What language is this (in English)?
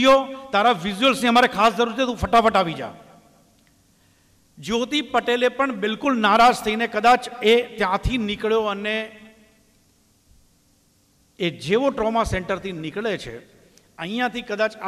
Gujarati